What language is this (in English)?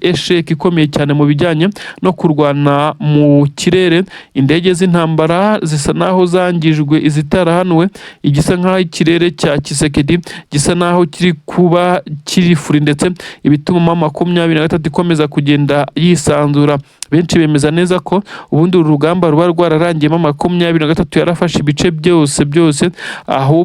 Kinyarwanda